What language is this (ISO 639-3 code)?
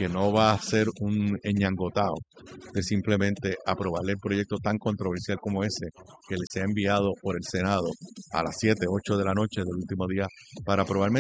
spa